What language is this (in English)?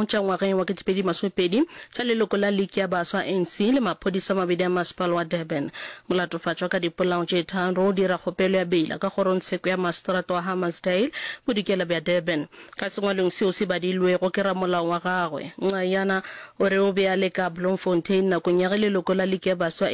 Northern Sotho